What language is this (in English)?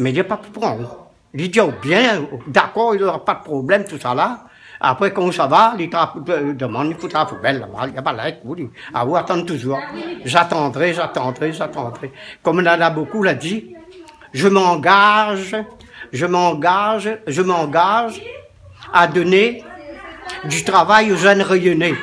Réunion Creole French